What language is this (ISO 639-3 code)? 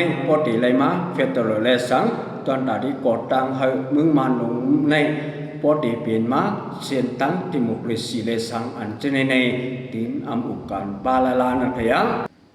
shn